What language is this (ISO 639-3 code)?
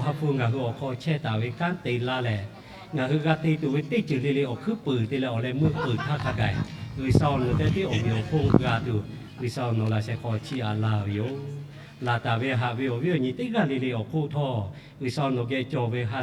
lhu